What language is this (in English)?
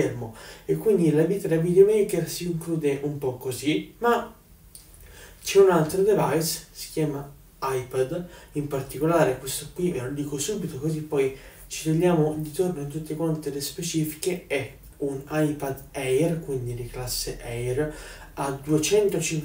Italian